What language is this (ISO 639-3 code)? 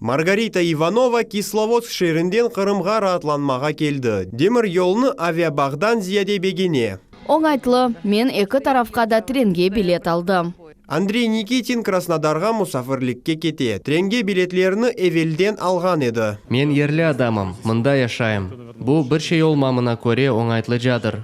crh